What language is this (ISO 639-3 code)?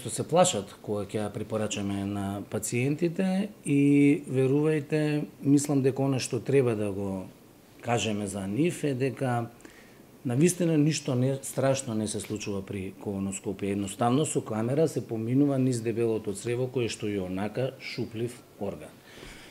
mkd